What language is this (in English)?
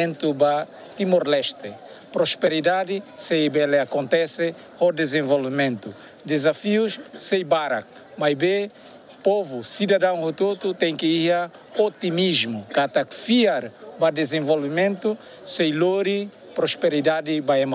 Tetum